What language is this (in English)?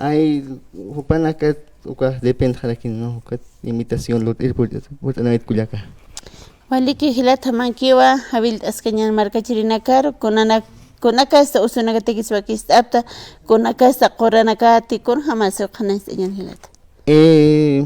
Aymara